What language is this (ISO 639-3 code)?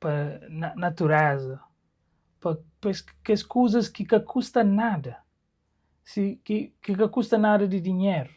kea